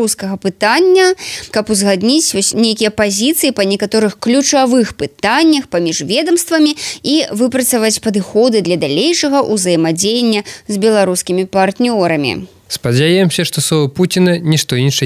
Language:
Belarusian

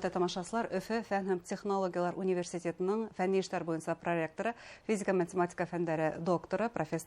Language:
Bashkir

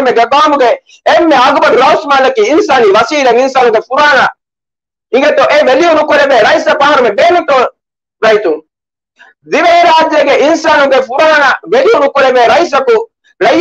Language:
Divehi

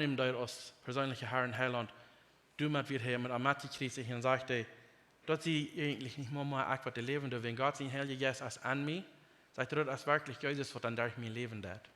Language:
Plautdietsch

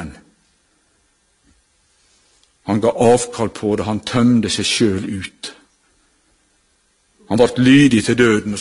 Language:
Norwegian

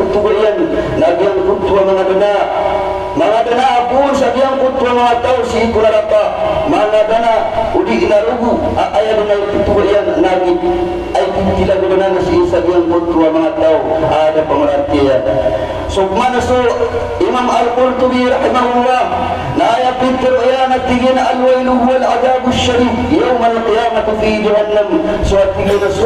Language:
Maranao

